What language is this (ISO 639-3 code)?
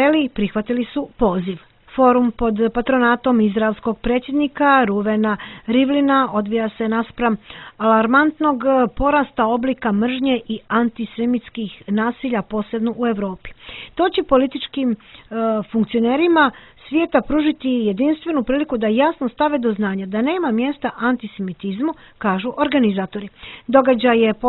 srp